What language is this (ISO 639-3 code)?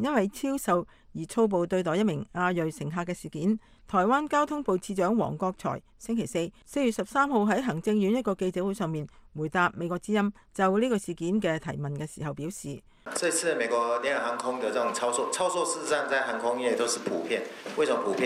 yue